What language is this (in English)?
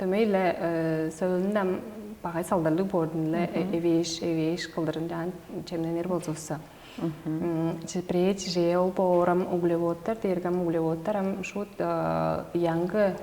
Tuvinian